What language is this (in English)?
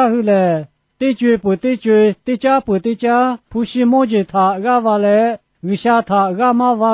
Lahu